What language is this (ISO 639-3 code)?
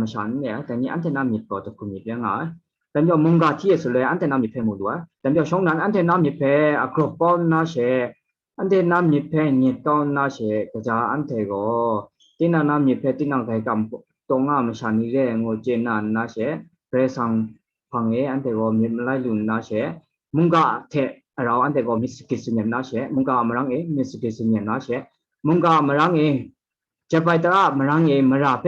kac